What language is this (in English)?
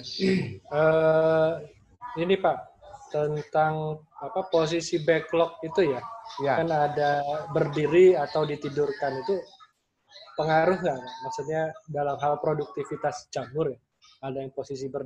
Indonesian